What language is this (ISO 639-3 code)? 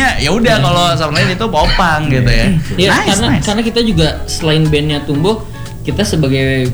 ind